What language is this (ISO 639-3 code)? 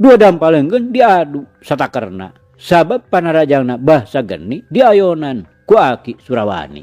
sun